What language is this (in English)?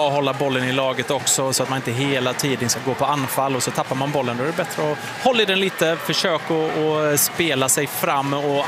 Swedish